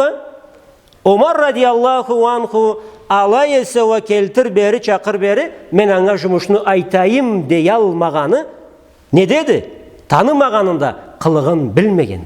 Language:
Karachay-Balkar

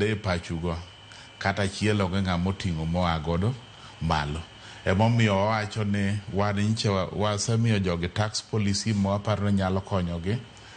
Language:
Luo (Kenya and Tanzania)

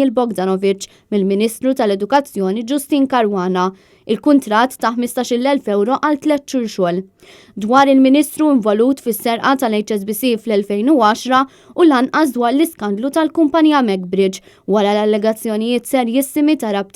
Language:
Maltese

